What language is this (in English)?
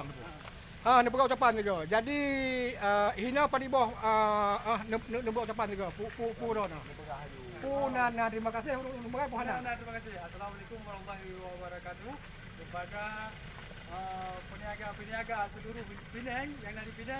Achinese